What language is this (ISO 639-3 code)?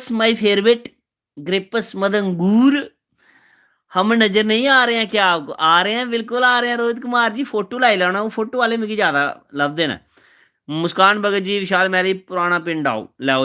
doi